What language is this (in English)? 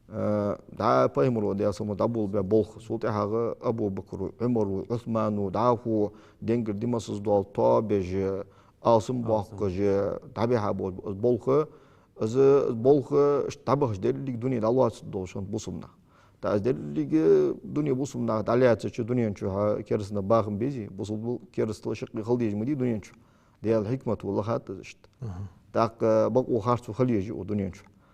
Ingush